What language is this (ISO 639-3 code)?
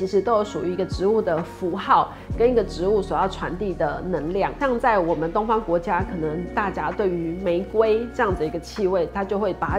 zho